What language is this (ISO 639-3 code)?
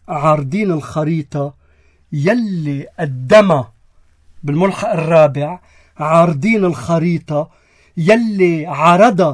apc